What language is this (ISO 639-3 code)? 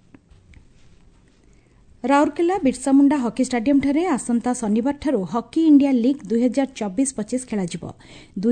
ori